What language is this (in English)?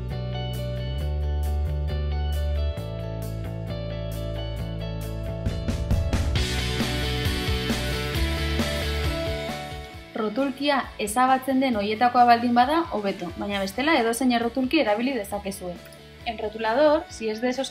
Basque